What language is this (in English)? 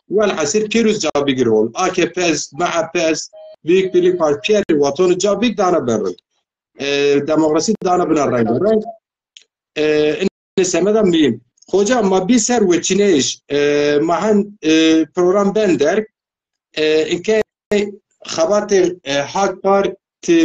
Zaza